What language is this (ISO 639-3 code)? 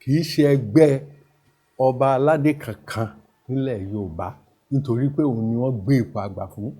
yor